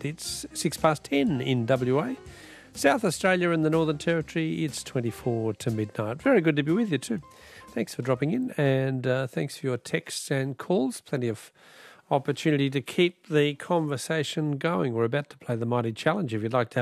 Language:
English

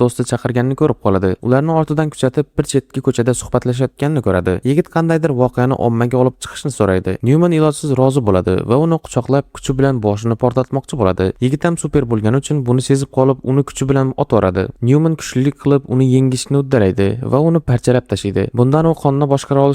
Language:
Uzbek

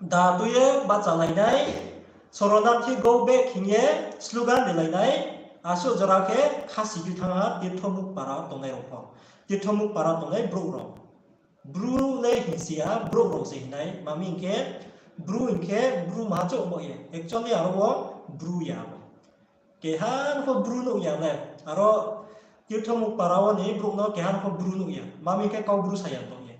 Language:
Riang (India)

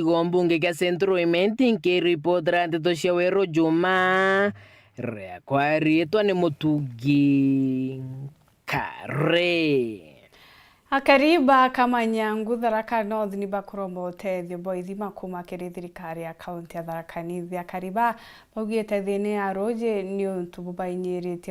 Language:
Meru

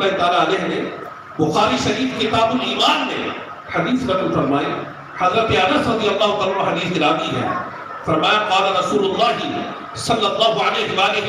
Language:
Saraiki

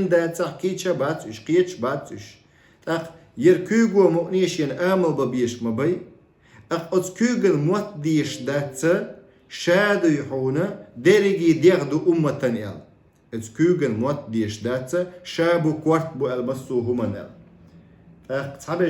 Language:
Chechen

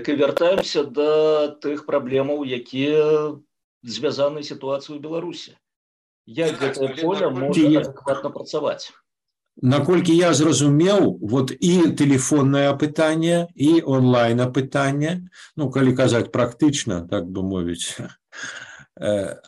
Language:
Belarusian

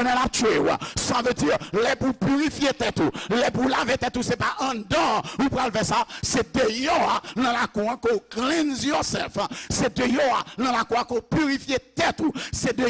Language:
Haitian Creole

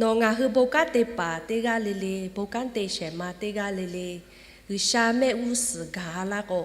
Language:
Lahu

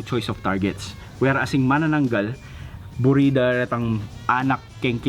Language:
Pampanga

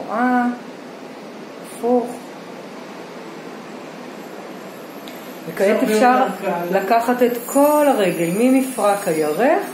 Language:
Hebrew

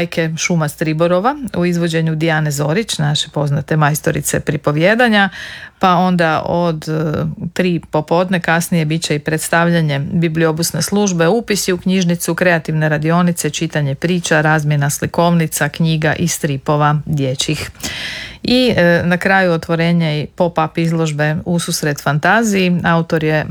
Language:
Croatian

